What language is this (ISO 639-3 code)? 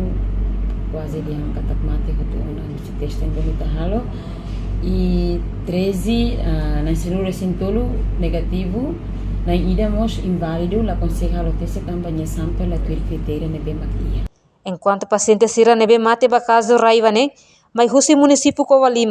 tet